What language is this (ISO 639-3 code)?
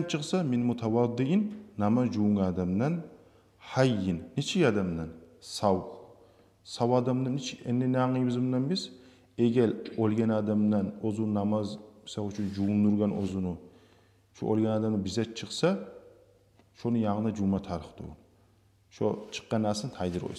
kum